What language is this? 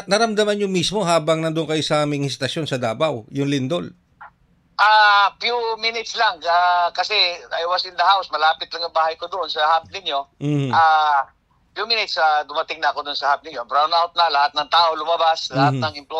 Filipino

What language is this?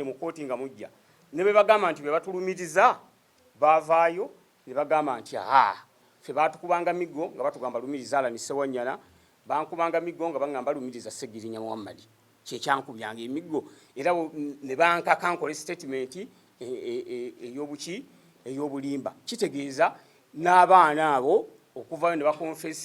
Ganda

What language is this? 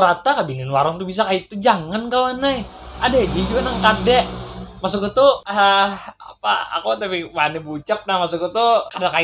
Banjar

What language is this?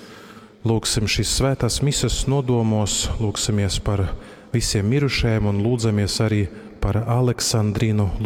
Latgalian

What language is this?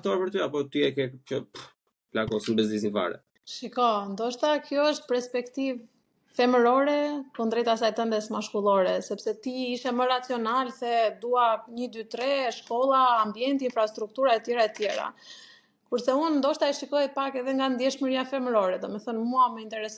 Albanian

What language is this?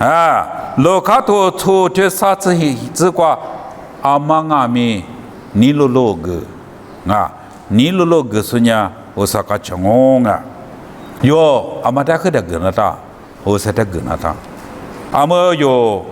Lisu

